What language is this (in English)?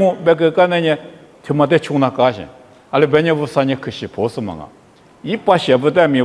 Lisu